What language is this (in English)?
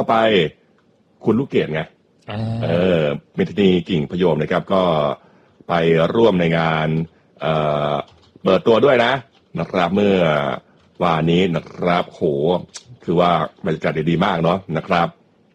Thai